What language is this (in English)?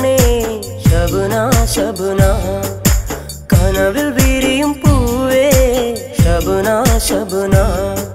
Malayalam